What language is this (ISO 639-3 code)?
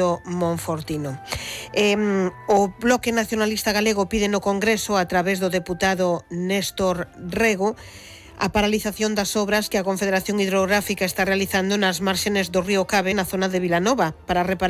glg